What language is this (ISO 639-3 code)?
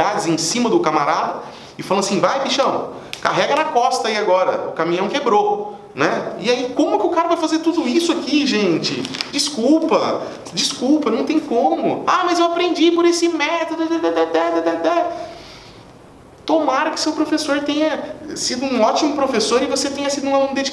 por